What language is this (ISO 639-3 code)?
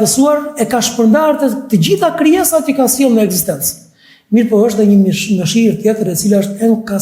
sqi